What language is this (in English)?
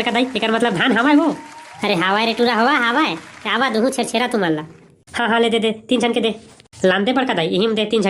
Chhattisgarhi